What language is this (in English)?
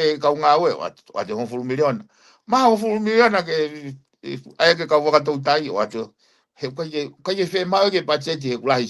Tongan